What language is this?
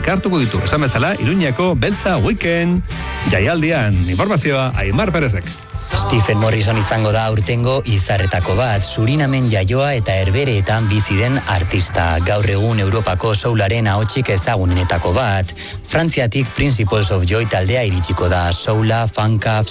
Basque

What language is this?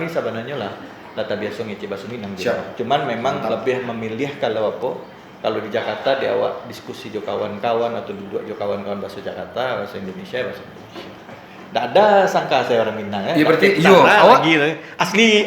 Minangkabau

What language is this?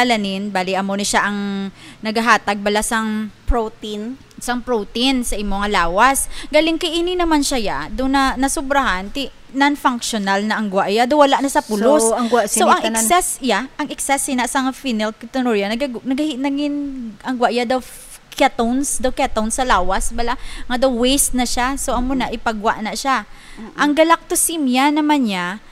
Hiligaynon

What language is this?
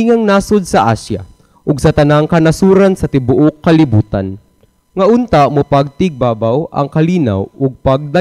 Cebuano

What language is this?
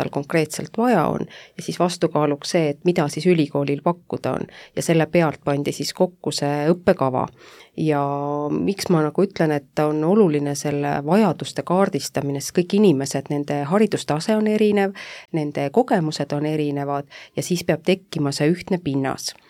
Estonian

